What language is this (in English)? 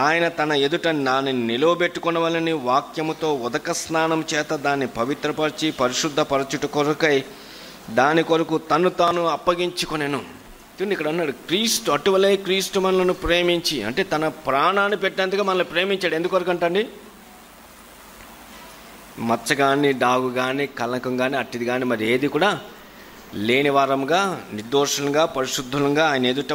Telugu